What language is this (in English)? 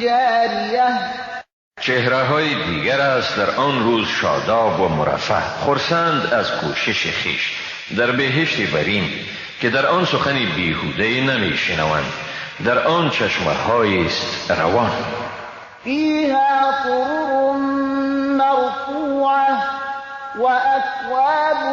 Persian